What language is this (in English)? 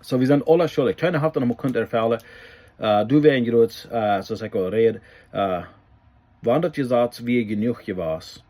Plautdietsch